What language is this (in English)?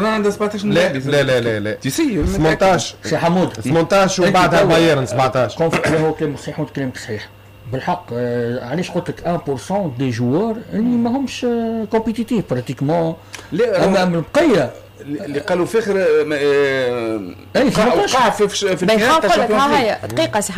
Tunisian Arabic